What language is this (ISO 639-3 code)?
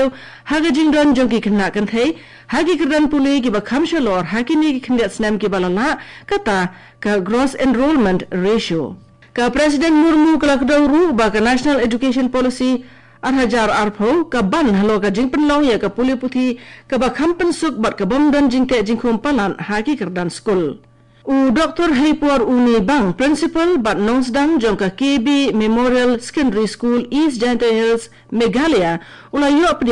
kha